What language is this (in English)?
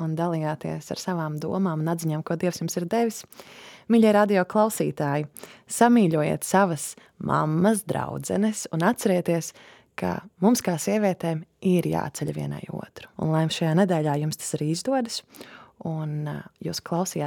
Latvian